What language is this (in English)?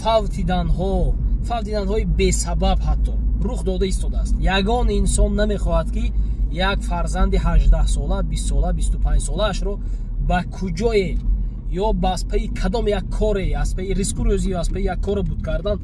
Tajik